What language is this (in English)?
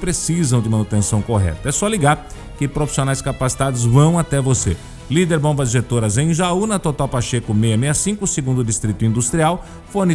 Portuguese